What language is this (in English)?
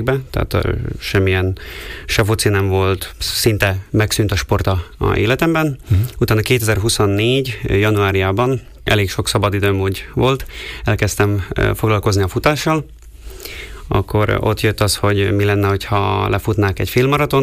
Hungarian